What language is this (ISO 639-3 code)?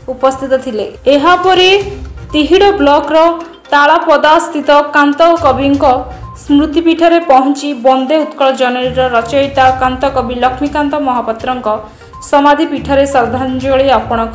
ori